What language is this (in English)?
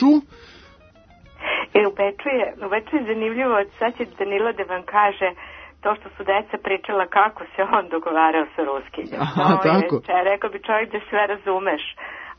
Serbian